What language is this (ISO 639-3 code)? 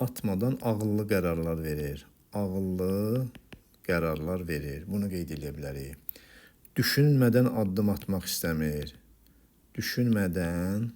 aze